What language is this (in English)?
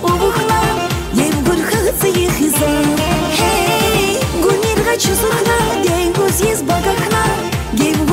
Tabassaran